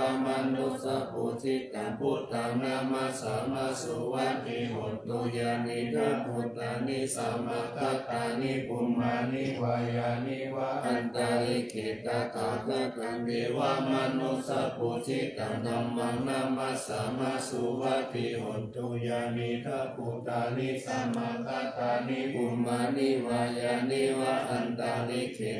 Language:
Pali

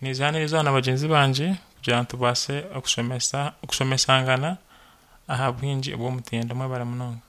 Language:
Nyankole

